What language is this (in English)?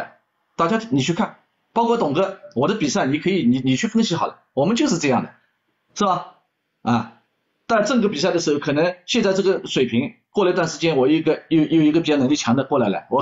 Chinese